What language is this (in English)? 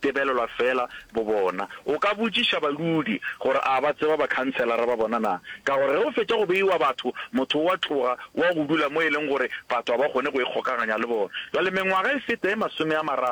Northern Sotho